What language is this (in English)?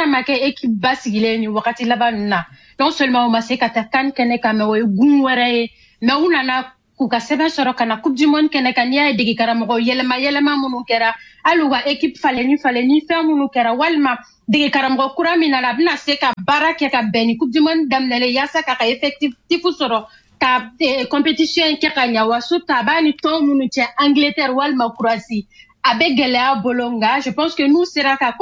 Bambara